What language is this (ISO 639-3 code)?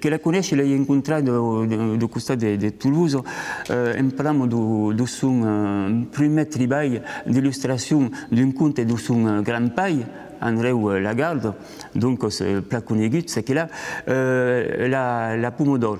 oci